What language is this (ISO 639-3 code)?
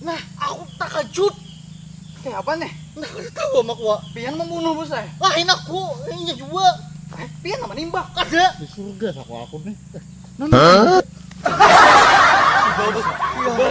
bjn